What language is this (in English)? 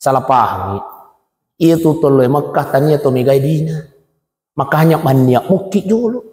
Buginese